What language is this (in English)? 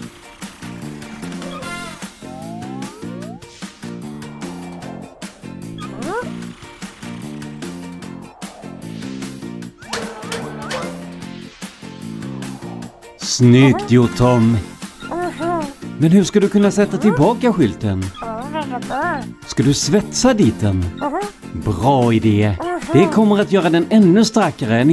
Swedish